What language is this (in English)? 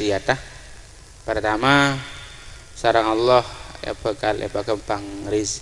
Madurese